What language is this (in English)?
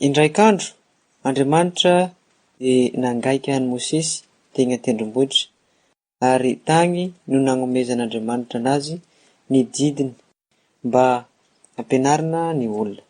Malagasy